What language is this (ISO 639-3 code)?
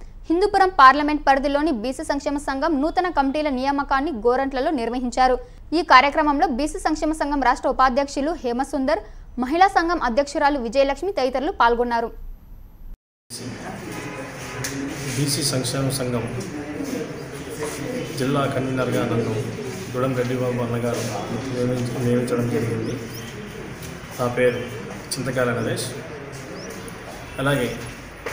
tel